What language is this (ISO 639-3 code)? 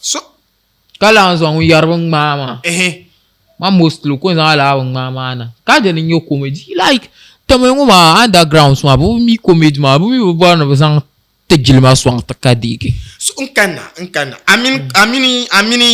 dag